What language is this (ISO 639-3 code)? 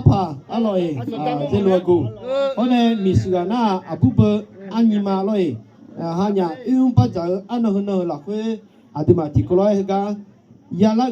ahk